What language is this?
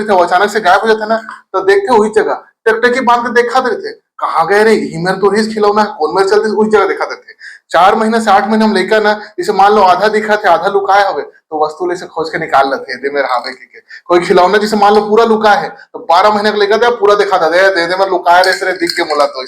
Chhattisgarhi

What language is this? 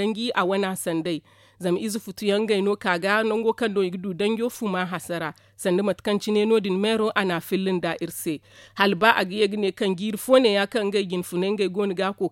Zarma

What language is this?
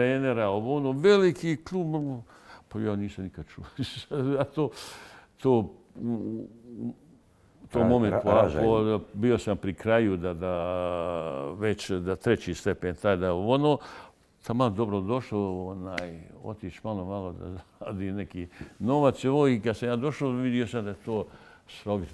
Bosnian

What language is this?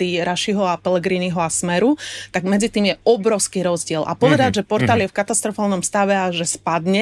Slovak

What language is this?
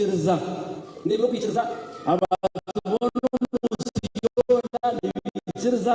Nyankole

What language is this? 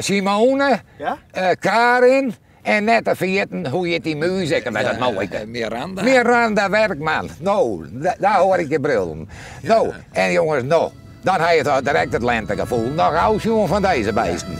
Western Frisian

